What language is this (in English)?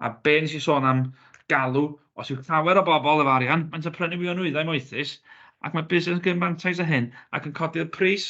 Welsh